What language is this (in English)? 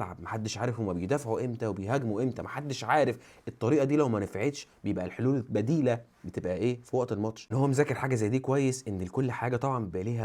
Egyptian Arabic